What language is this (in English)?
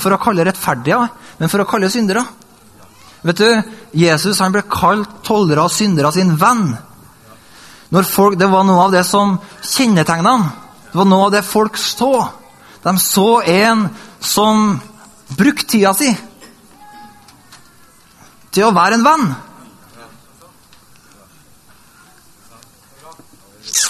Norwegian